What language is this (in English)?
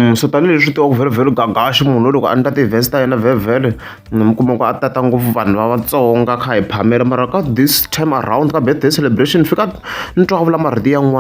Tsonga